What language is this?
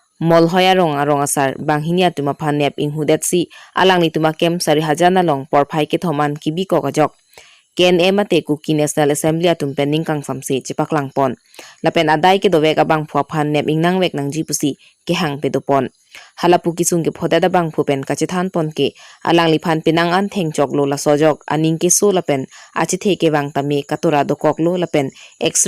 Karbi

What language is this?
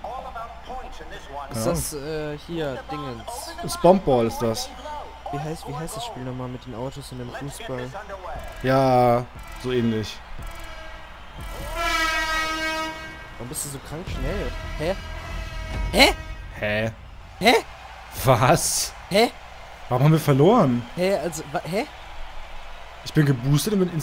German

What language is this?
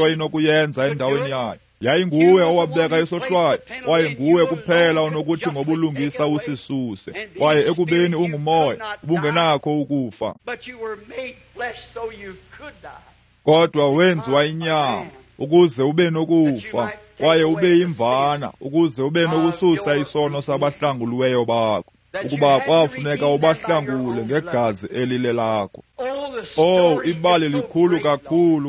Xhosa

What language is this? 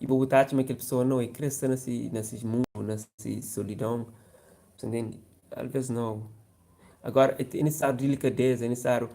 Kabuverdianu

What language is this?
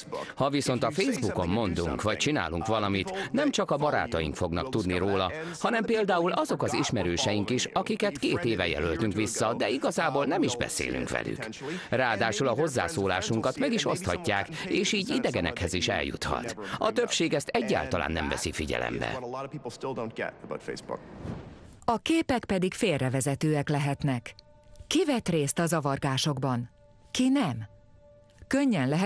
Hungarian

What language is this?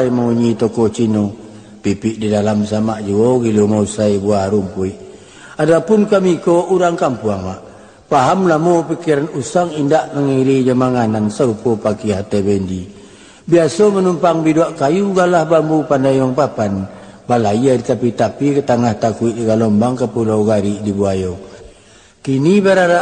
Minangkabau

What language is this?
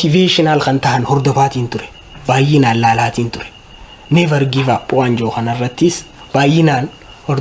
Oromo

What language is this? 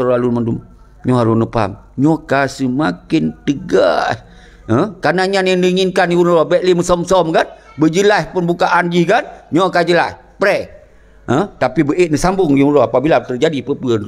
Achinese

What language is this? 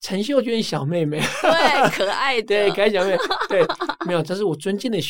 Chinese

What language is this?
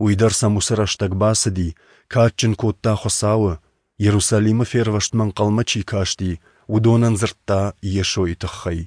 Ossetic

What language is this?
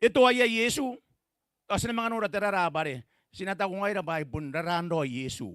Gilbertese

